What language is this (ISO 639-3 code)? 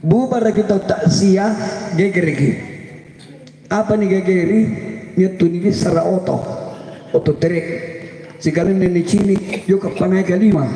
mak